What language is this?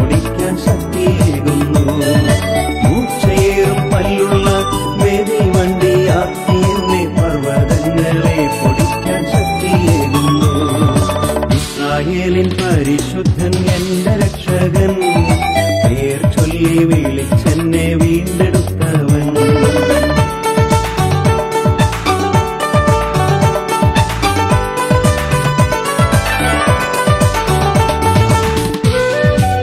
Malayalam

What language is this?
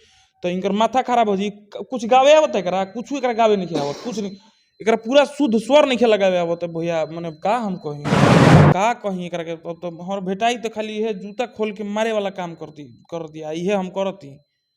Bhojpuri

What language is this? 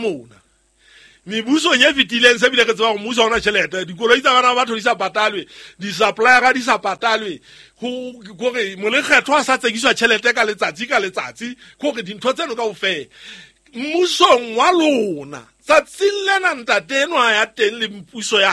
Southern Sotho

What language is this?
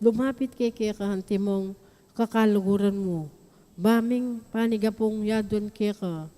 Pampanga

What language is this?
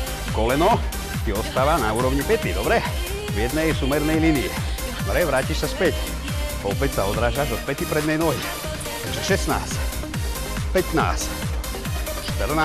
Slovak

